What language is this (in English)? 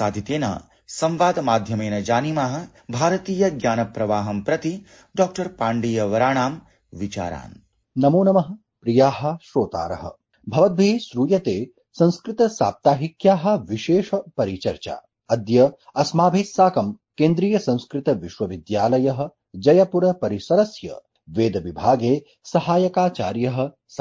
Sanskrit